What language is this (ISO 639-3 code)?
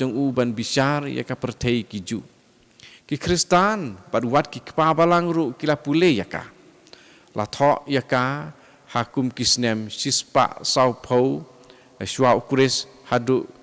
kha